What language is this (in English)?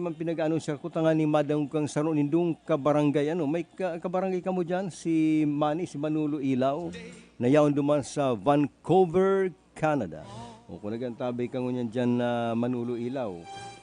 Bikol